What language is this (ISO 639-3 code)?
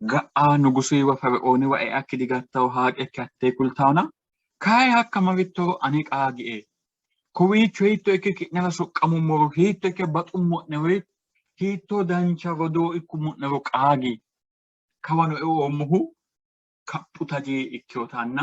sid